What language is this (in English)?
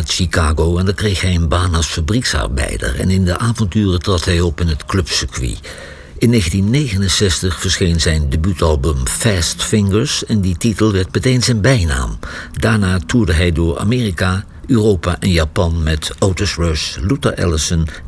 Dutch